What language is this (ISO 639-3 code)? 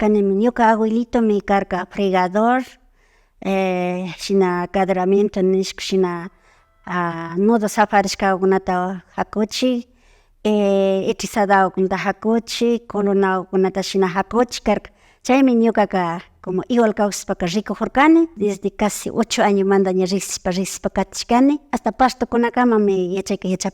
qvi